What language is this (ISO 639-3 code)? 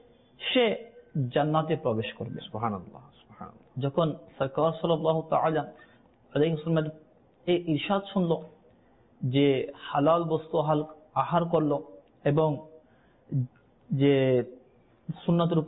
ben